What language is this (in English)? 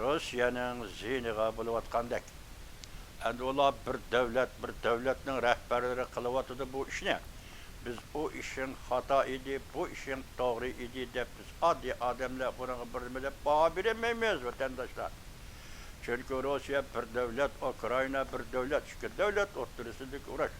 Uyghur